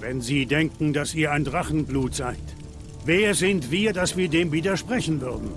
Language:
Swiss German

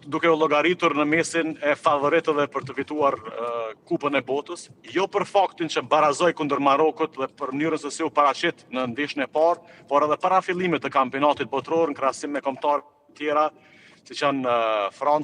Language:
Albanian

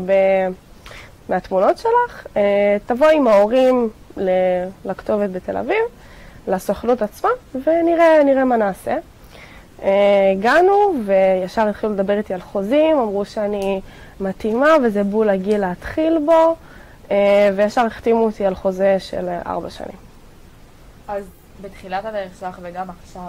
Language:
Hebrew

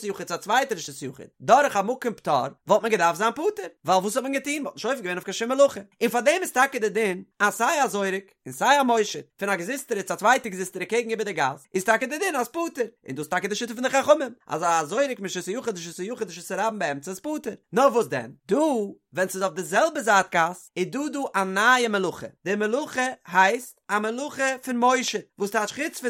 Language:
Yiddish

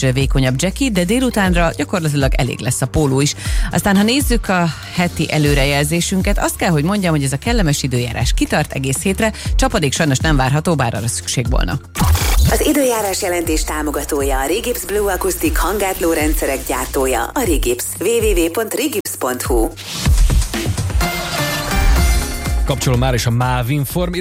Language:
Hungarian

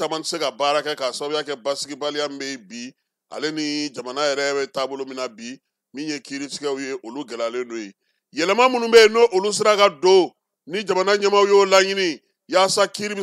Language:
Bambara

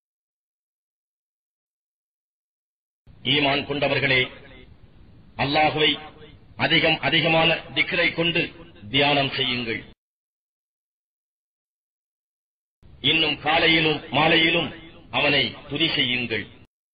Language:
Tamil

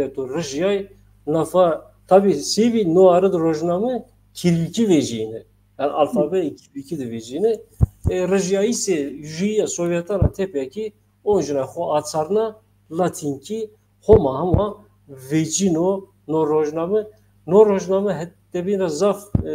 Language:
Zaza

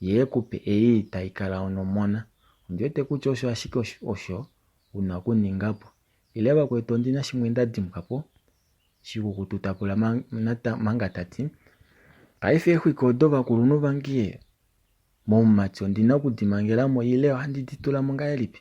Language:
Kuanyama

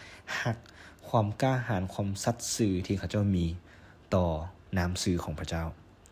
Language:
Lao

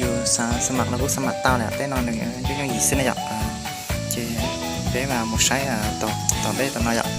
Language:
Hmong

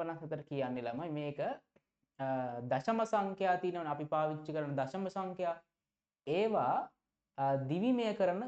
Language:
Sinhala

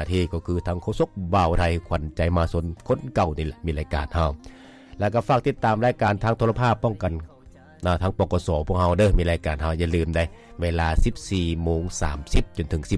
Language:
Lao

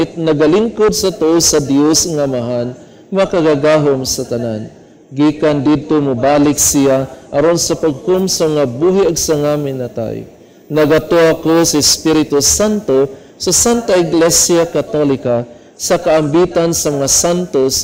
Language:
Cebuano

